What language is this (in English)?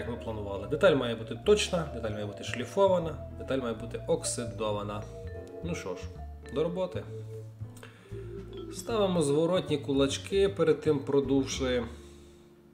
Ukrainian